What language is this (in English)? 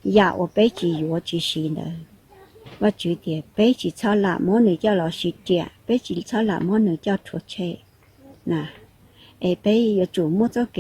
Hmong